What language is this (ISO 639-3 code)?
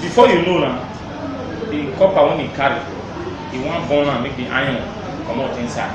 pcm